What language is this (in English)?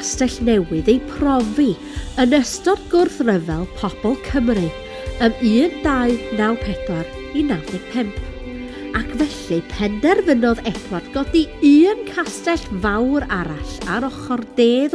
Welsh